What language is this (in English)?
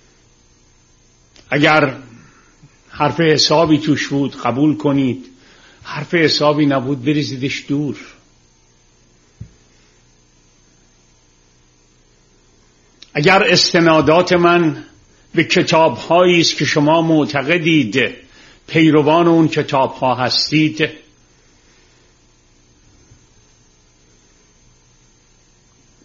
Persian